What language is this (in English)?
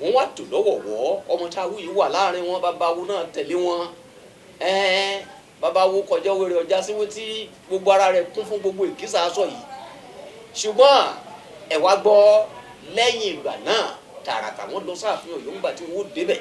Yoruba